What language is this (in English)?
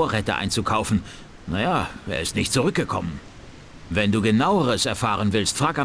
Bavarian